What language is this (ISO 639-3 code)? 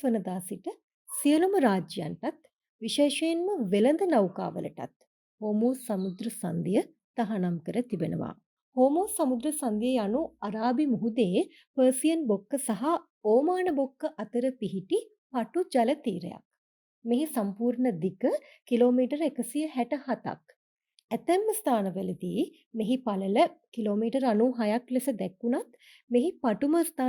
sin